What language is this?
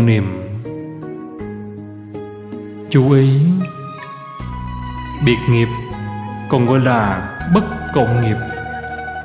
Vietnamese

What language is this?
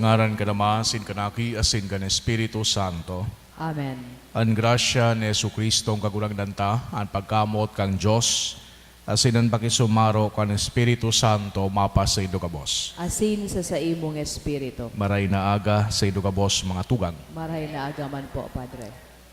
Bikol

